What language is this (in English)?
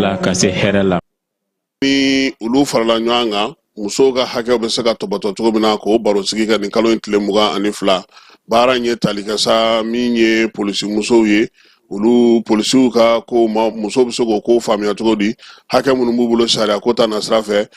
Bambara